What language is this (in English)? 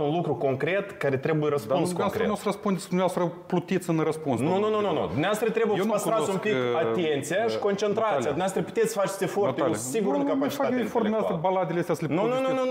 Romanian